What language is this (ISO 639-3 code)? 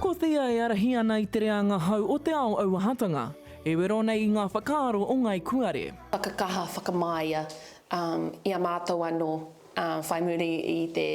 mri